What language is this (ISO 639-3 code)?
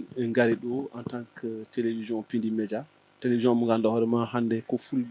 ful